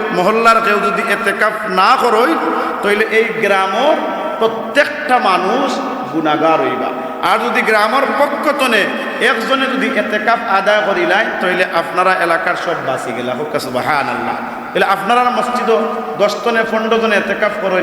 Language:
Sylheti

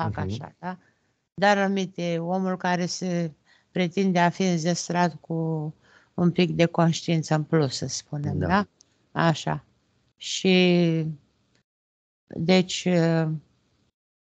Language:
Romanian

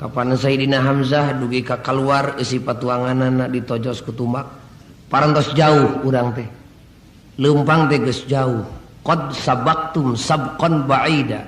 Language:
Sundanese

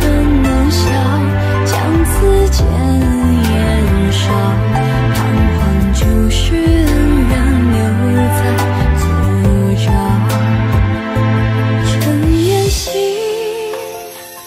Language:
Chinese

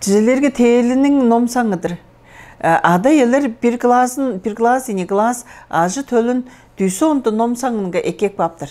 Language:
Tuvinian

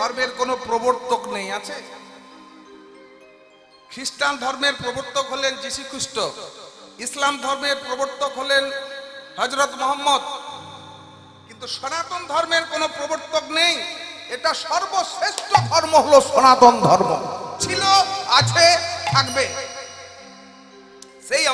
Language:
Bangla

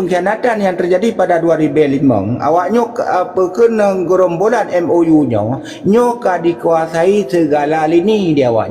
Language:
Achinese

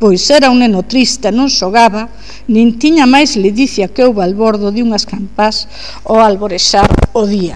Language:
Galician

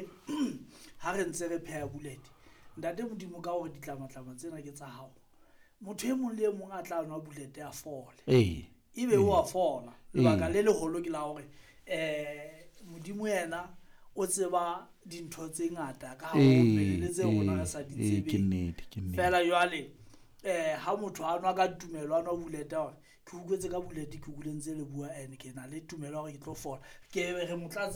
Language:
Southern Sotho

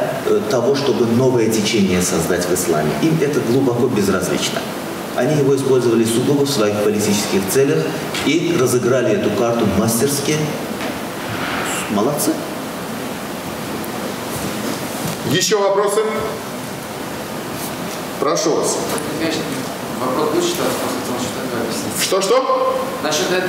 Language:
Russian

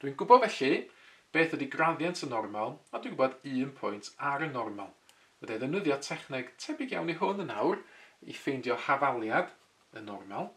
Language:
Welsh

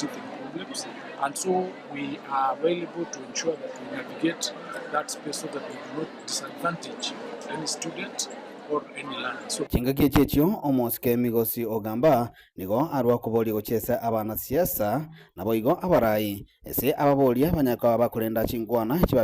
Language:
Gusii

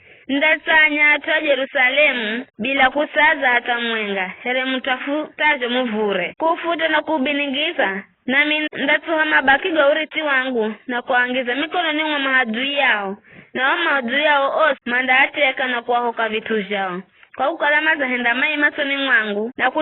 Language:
Giryama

